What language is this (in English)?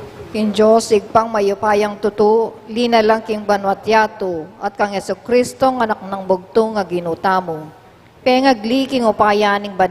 Pampanga